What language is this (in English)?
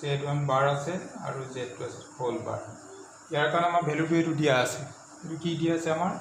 Assamese